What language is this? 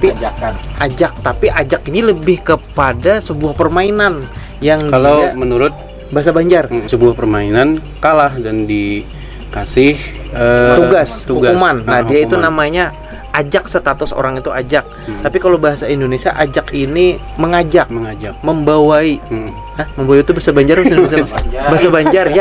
Banjar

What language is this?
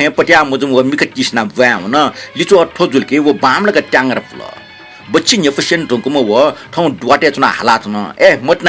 Newari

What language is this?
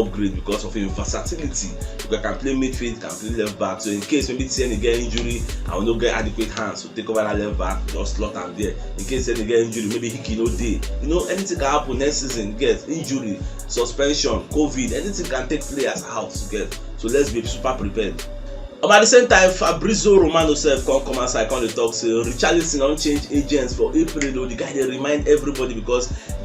Nigerian Pidgin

